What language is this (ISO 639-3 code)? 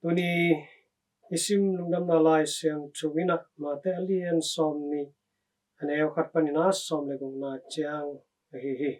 ctd